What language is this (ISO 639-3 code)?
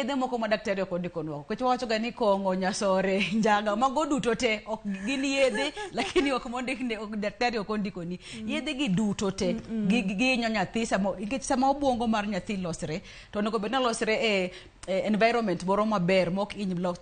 luo